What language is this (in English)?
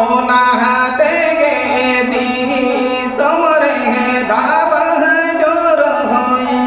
Santali